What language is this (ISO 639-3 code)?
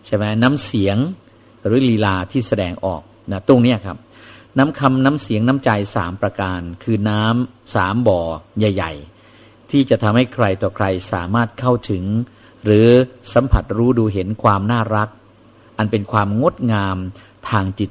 tha